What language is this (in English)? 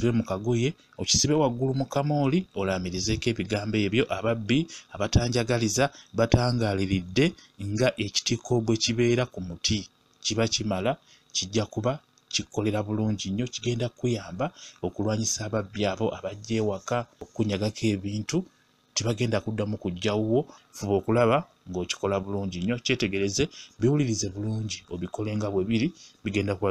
Ganda